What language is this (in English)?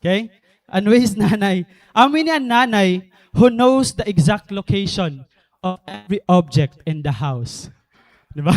Waray